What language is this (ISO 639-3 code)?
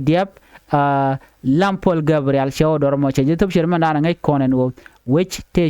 nus